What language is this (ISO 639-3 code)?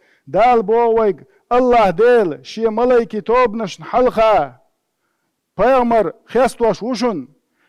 che